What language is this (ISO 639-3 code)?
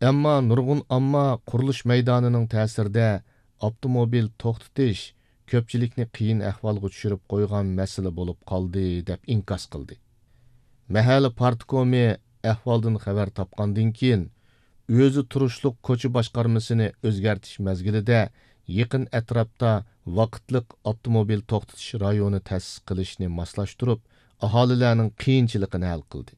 uig